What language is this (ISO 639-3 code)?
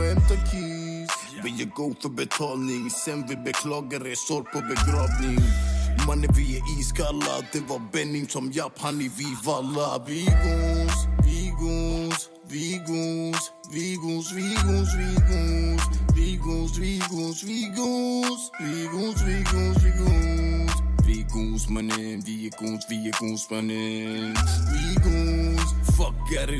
swe